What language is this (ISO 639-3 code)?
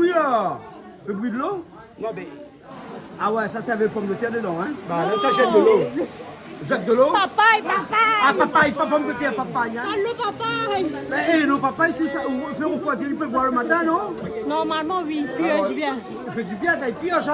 rcf